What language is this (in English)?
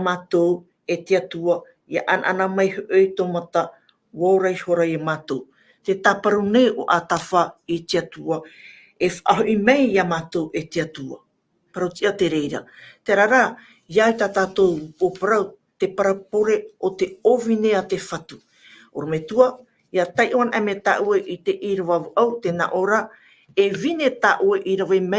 Tahitian